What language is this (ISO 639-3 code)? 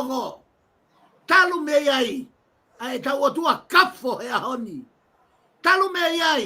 ton